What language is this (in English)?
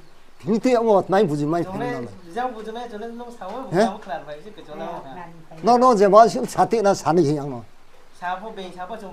Riang (India)